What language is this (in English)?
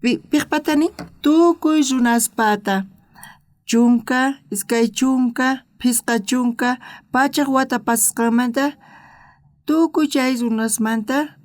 South Bolivian Quechua